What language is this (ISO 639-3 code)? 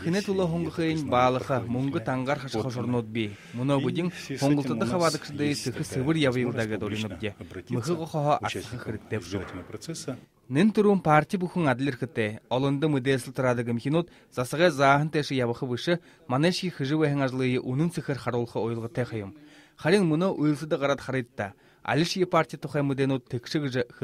bua